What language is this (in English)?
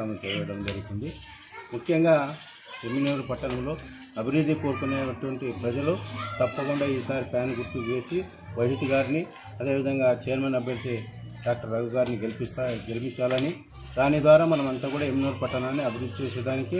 Telugu